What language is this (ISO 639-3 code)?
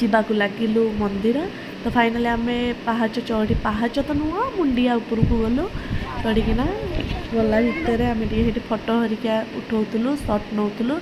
ori